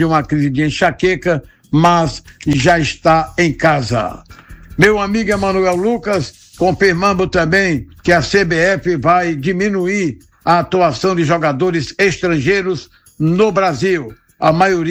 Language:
Portuguese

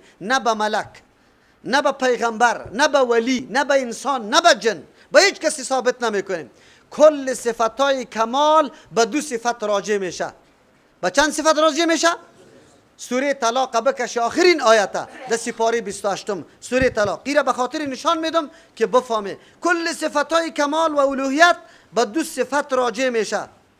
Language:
Persian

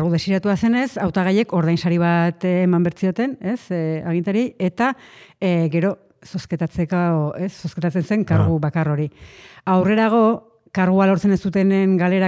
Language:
Basque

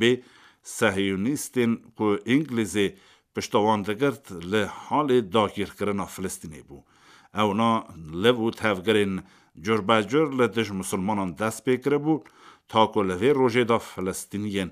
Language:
Kurdish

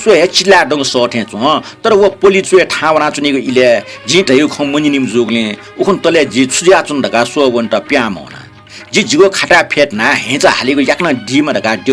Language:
Newari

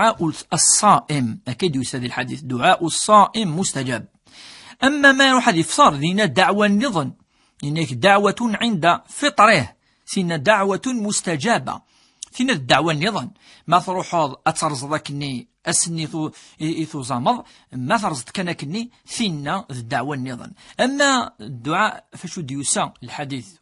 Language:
Kabyle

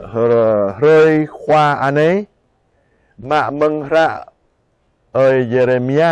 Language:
Jarai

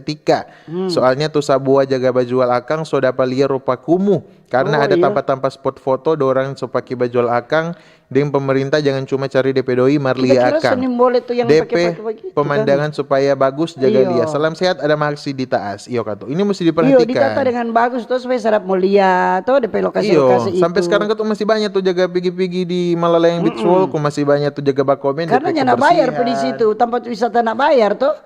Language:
Manado Malay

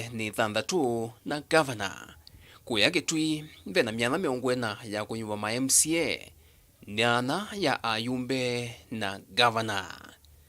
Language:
Kamba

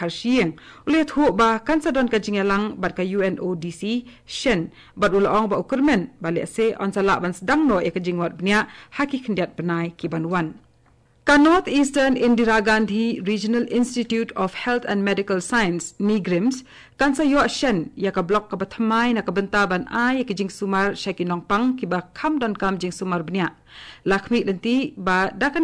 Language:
Khasi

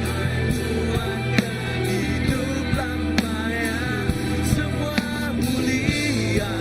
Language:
Iban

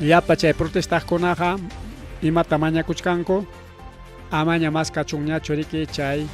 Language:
Ayacucho Quechua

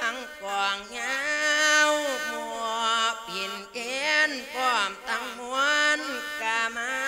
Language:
Lao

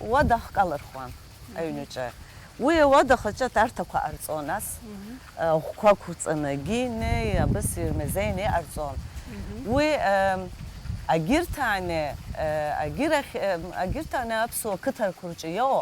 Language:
Abkhazian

